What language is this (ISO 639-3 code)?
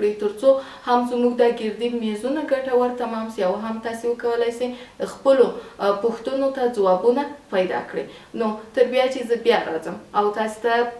pus